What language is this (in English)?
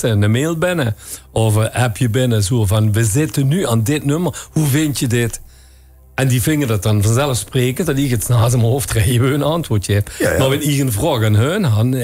Limburgish